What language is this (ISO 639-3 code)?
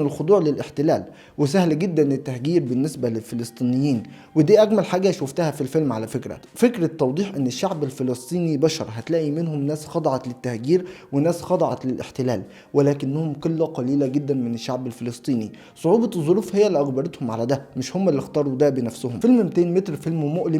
arz